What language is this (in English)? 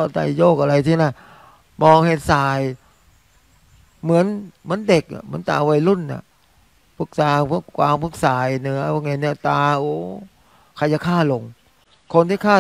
Thai